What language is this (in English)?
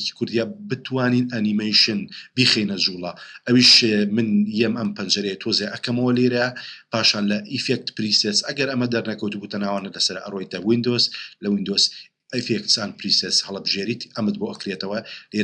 Central Kurdish